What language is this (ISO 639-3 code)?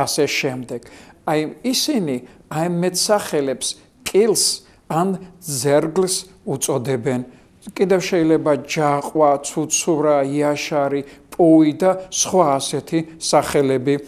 kat